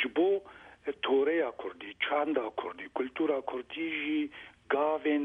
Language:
Kurdish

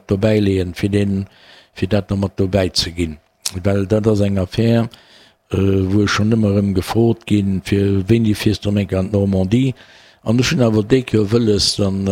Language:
Luxembourgish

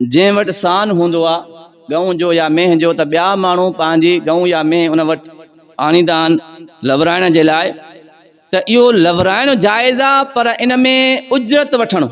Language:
Sindhi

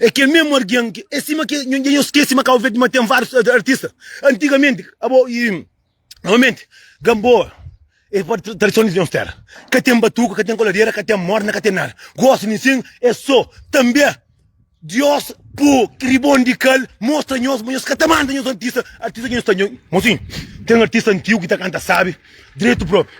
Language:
Kabuverdianu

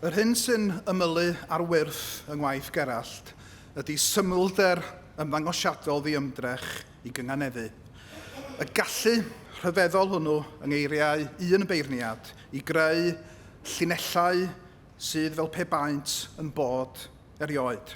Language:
Welsh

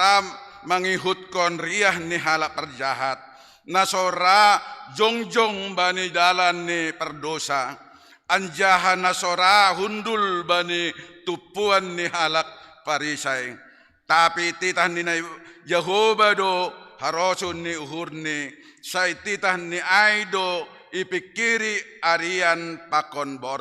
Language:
Batak Simalungun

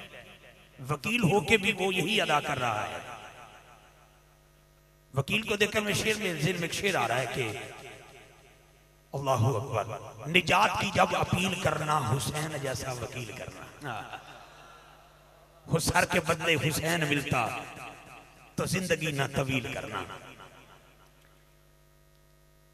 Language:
Urdu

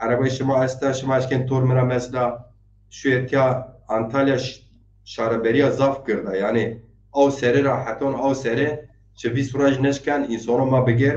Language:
Zaza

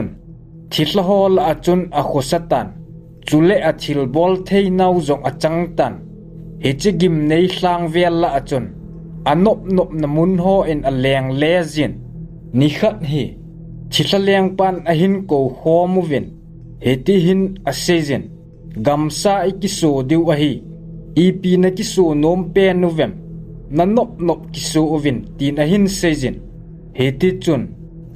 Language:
Thado Chin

